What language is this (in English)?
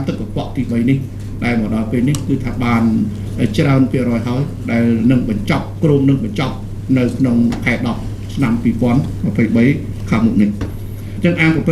Khmer